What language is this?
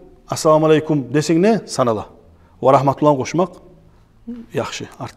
Kumyk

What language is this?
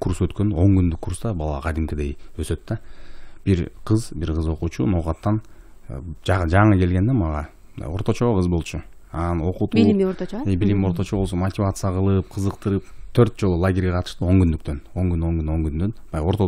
Kyrgyz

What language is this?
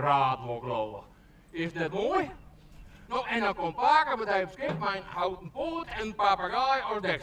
Western Frisian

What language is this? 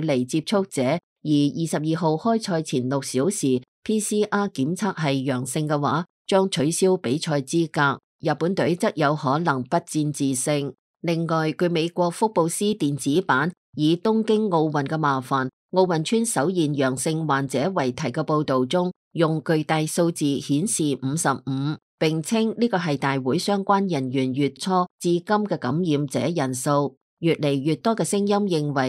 Cantonese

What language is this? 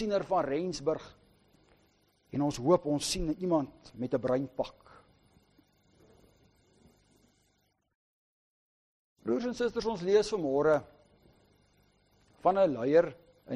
Afrikaans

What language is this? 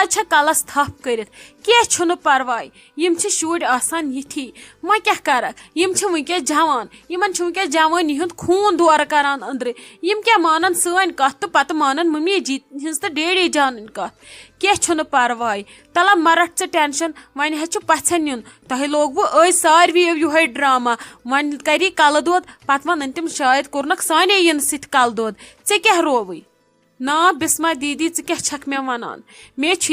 Kashmiri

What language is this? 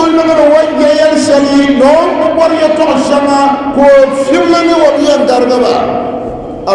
Dagbani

